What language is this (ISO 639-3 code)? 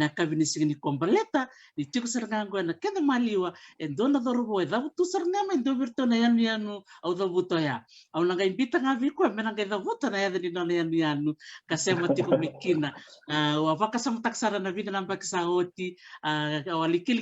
fij